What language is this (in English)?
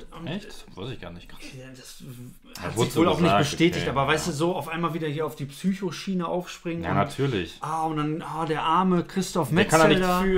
German